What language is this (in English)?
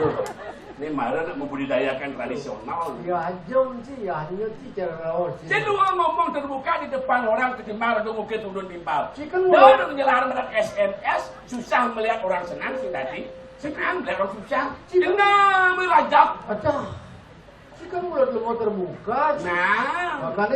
Balinese